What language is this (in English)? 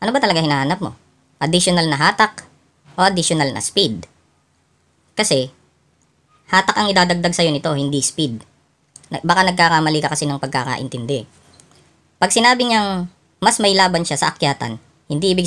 Filipino